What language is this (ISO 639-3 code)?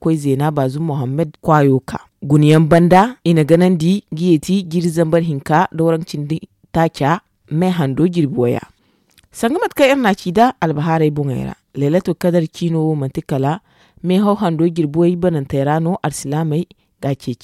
dje